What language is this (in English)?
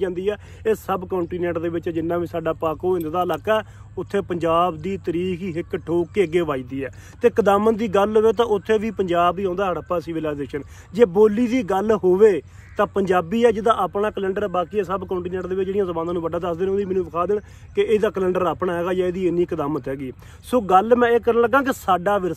Punjabi